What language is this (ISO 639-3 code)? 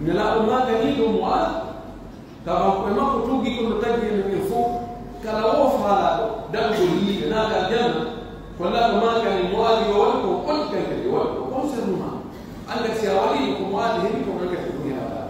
fuf